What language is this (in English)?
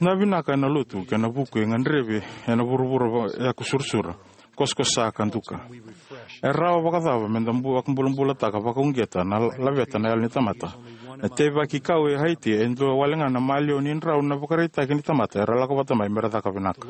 Fijian